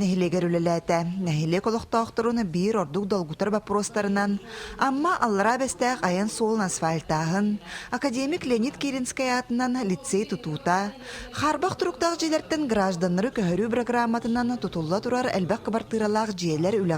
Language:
Yakut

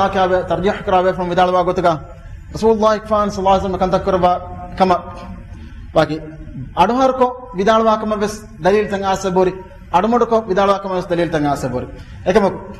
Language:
Divehi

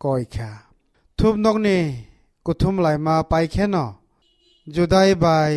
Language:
Kok Borok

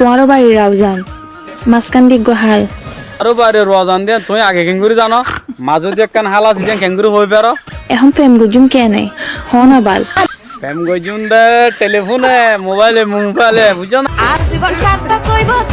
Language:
Rohingya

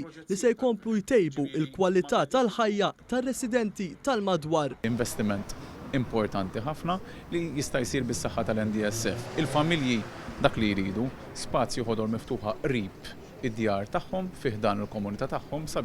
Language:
Maltese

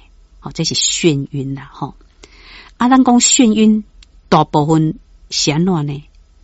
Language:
Min Nan Chinese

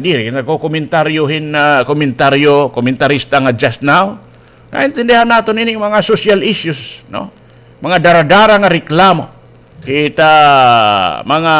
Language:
Waray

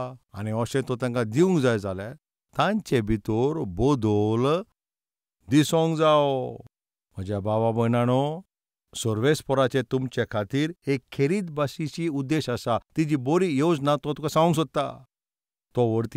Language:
Konkani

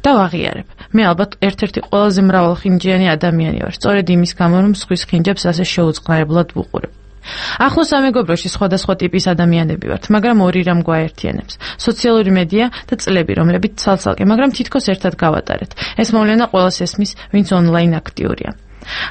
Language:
Georgian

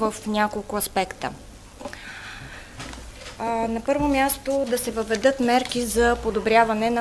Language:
Bulgarian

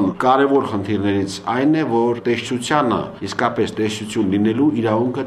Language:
Armenian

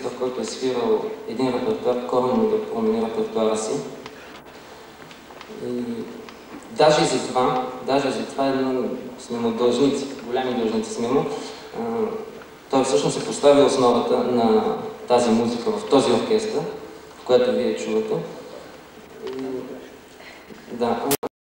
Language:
Bulgarian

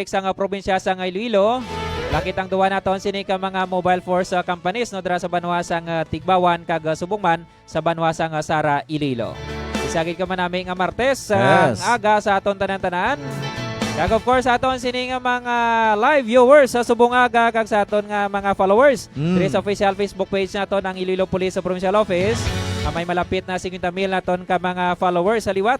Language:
Hiligaynon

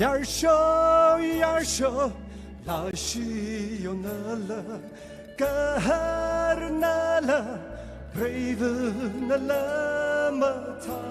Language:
Tangkhul Naga (India)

